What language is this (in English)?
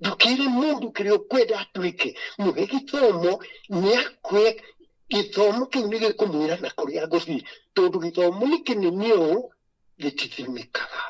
Kikuyu